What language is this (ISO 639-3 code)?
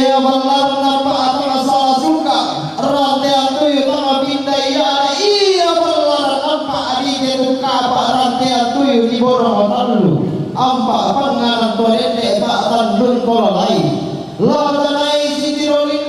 sda